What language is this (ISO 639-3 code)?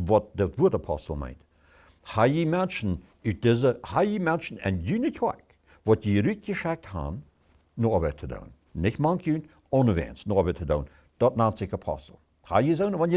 pdt